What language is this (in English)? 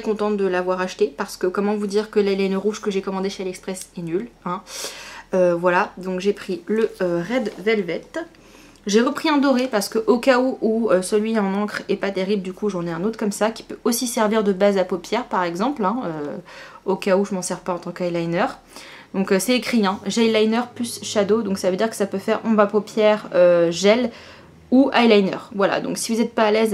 French